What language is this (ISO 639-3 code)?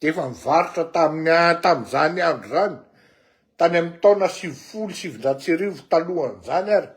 mlg